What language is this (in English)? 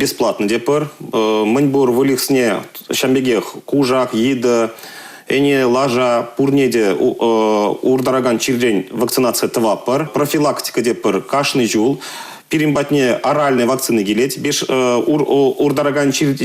Chuvash